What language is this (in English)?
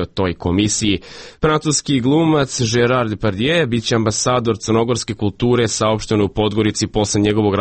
Serbian